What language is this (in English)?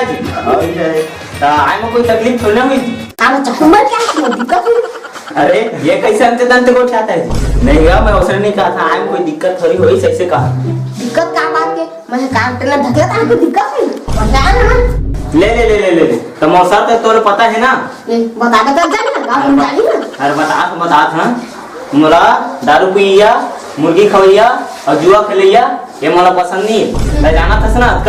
Chhattisgarhi